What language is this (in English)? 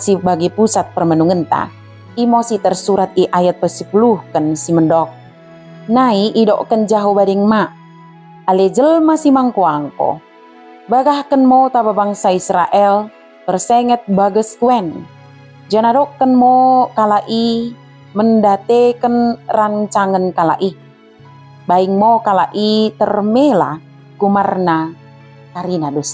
Batak Dairi